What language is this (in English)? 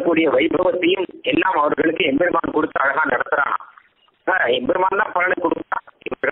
Tamil